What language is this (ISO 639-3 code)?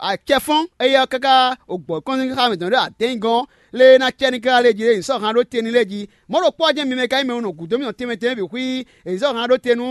fon